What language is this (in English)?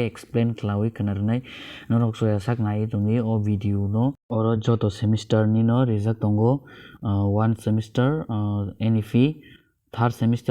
Kok Borok